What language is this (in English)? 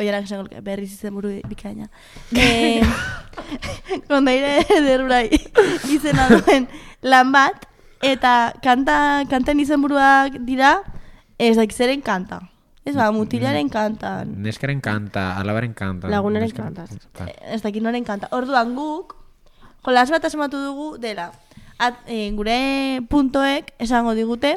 Basque